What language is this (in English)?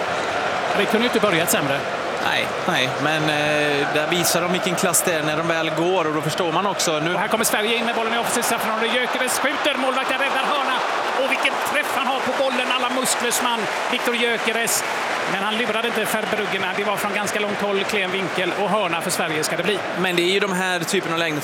Swedish